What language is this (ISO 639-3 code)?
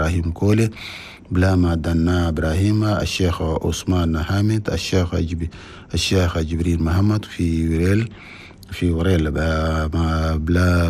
shu